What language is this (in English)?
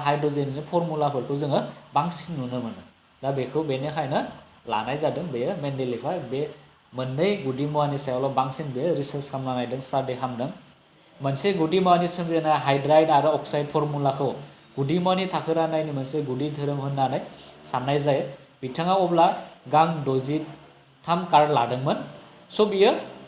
Bodo